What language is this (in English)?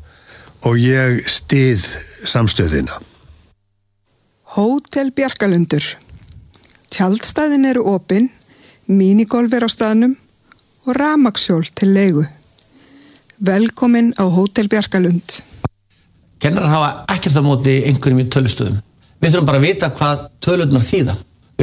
Icelandic